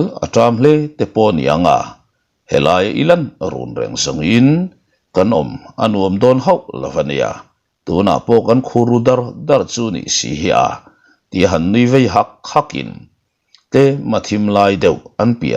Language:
Mizo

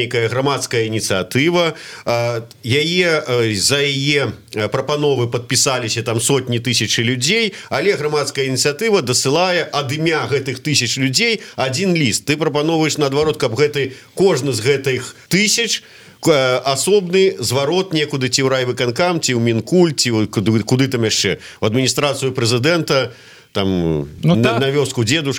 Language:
Belarusian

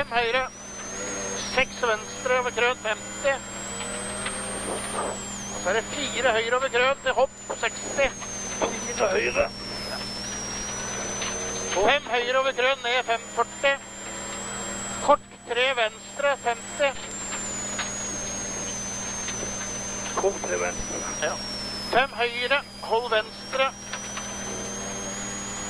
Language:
Norwegian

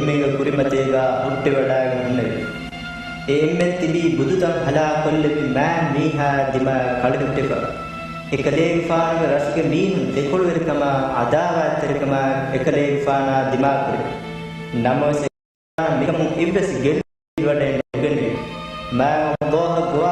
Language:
Divehi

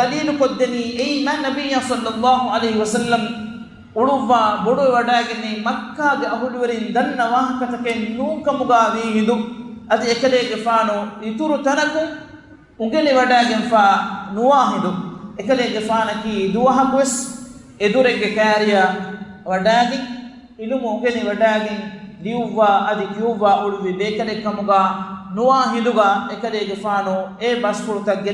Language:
Divehi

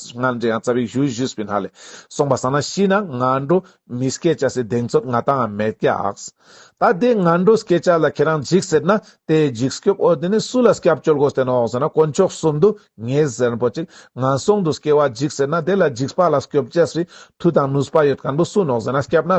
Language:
Ladakhi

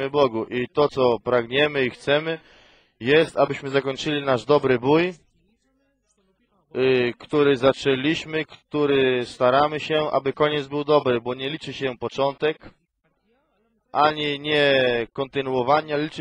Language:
Polish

